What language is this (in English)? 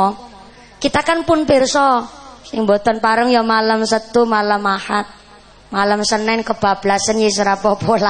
Javanese